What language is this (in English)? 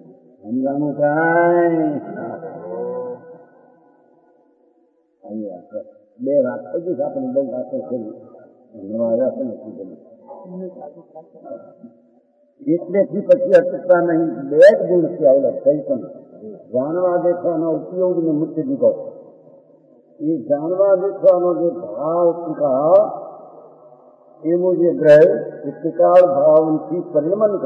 Gujarati